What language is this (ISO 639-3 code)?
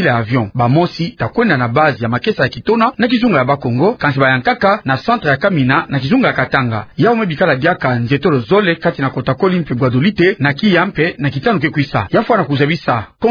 ktu